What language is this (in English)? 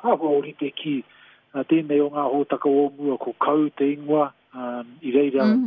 Māori